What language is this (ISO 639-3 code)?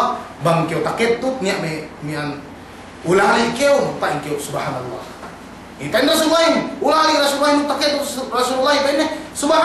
yka